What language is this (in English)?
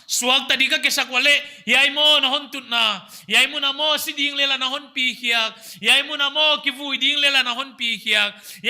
Paite Chin